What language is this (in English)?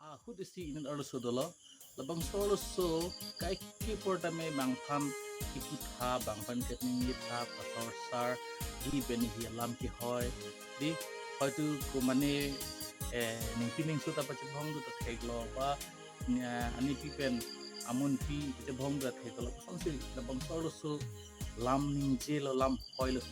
Karbi